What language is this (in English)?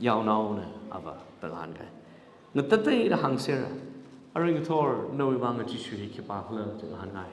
Tangkhul Naga (India)